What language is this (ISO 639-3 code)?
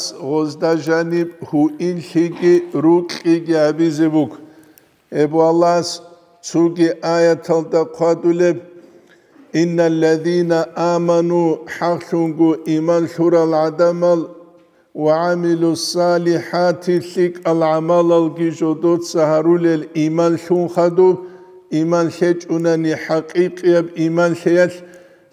ava